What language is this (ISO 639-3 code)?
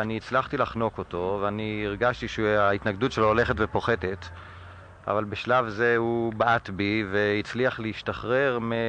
heb